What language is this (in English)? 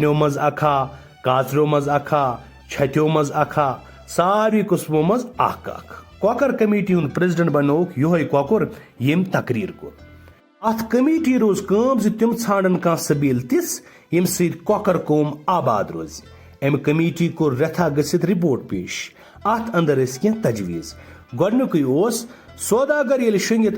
Kashmiri